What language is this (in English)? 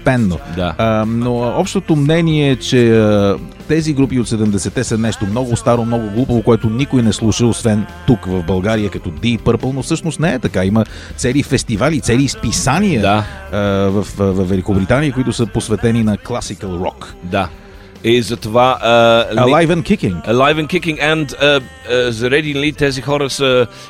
Bulgarian